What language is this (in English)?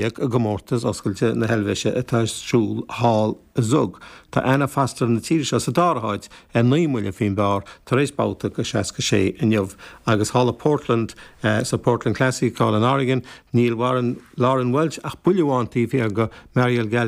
Irish